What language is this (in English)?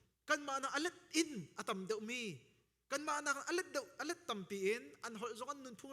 Hakha Chin